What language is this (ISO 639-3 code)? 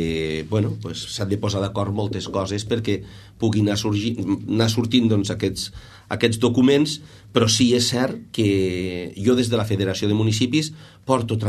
cat